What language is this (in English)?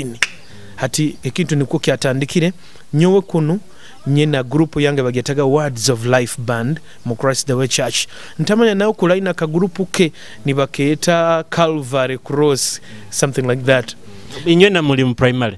Nyoro